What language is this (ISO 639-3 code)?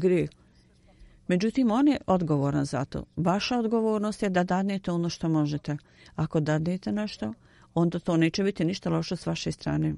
bos